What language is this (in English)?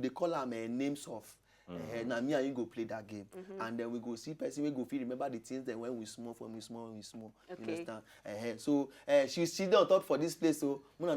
Nigerian Pidgin